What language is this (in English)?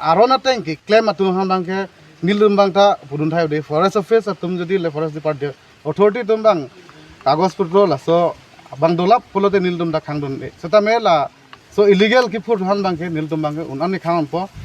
Karbi